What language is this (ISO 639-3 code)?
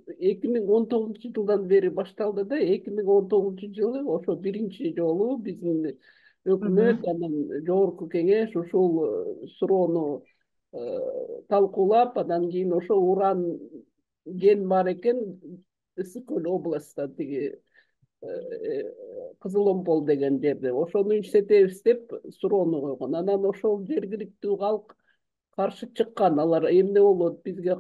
kir